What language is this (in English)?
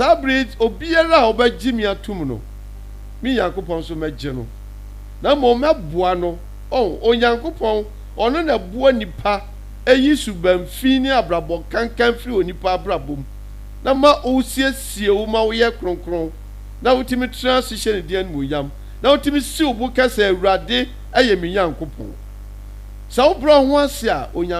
Akan